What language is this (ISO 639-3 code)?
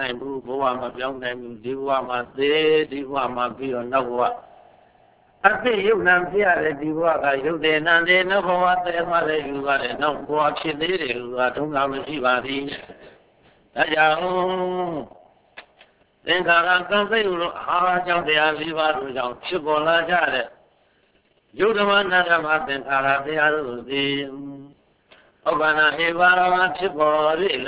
mya